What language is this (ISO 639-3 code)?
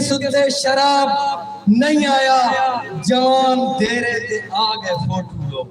skr